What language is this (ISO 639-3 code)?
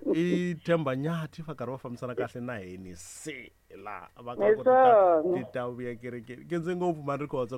tso